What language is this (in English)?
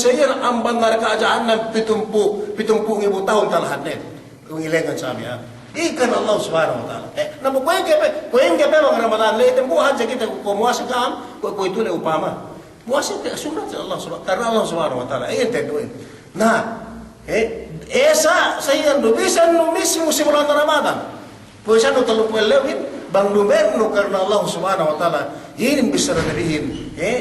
Yakan